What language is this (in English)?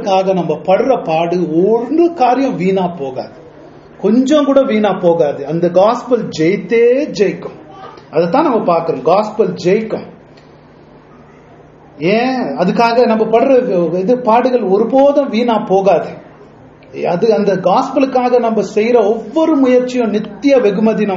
Tamil